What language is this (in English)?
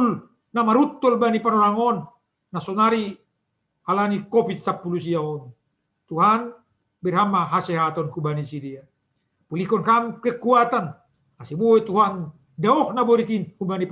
Batak Simalungun